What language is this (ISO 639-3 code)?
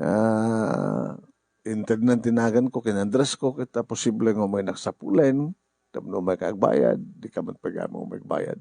ilo